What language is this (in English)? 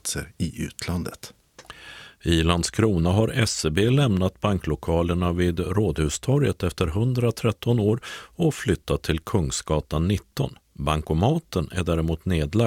Swedish